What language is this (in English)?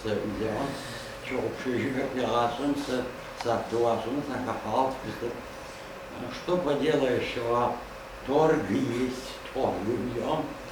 Adyghe